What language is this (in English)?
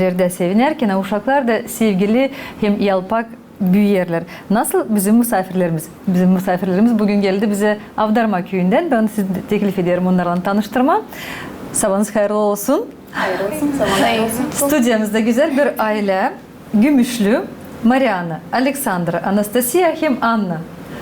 Gagauz